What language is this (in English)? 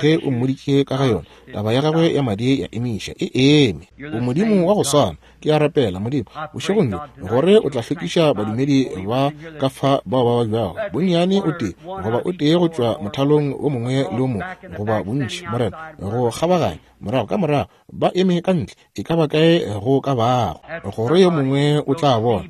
Northern Sotho